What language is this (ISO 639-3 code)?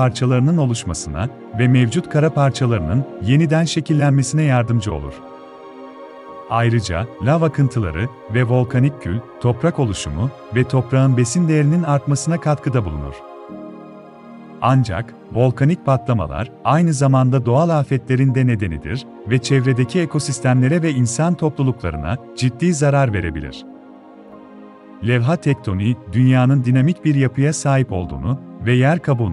tur